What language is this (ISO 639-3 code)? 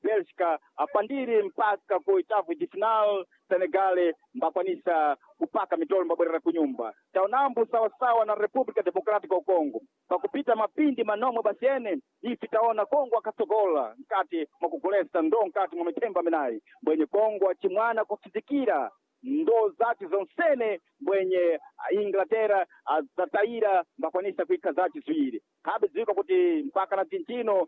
seh